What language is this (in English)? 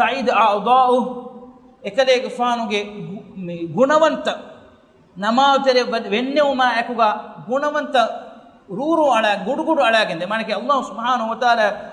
Divehi